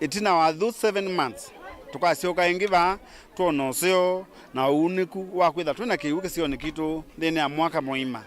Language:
Kamba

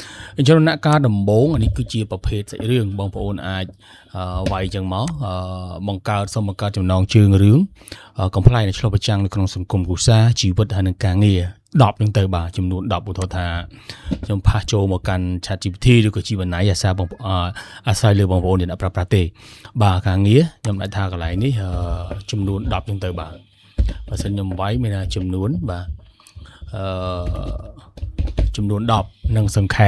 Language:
Khmer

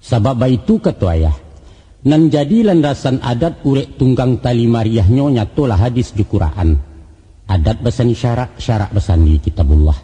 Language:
Minangkabau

